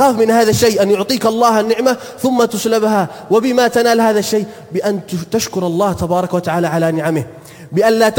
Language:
Arabic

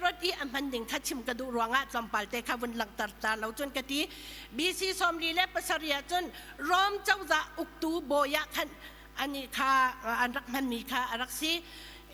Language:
Hakha Chin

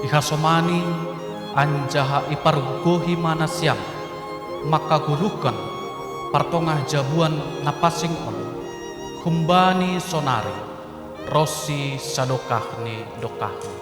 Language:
Batak Simalungun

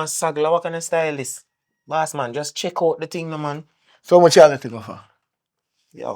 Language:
Jamaican Creole English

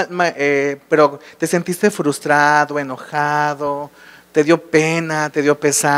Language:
Spanish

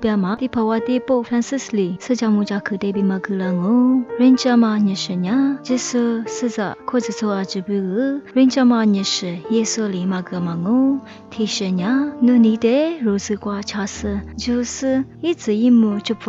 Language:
Lisu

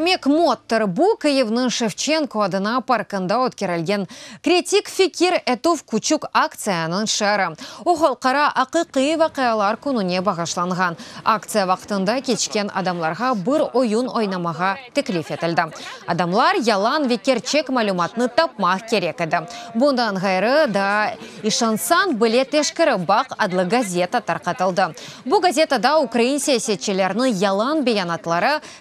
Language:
Crimean Tatar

